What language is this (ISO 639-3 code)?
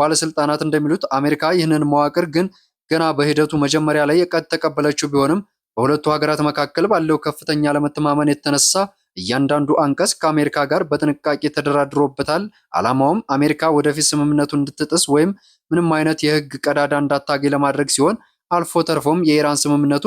amh